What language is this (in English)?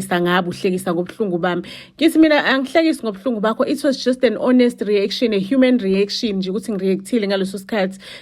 Zulu